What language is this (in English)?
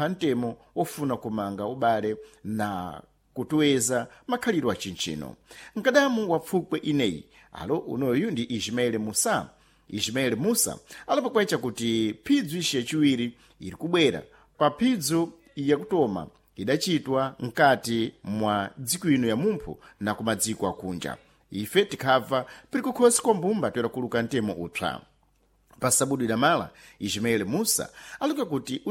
Sena